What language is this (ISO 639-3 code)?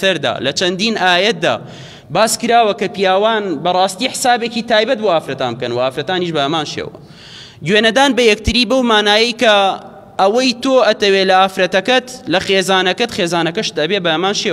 ckb